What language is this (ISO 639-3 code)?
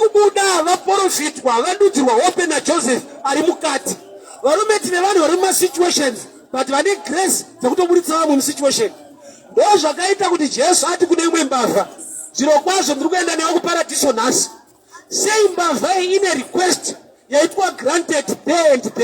sna